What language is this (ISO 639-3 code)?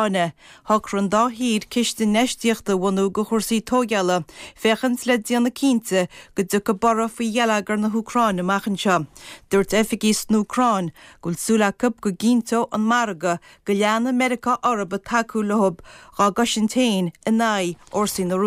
gle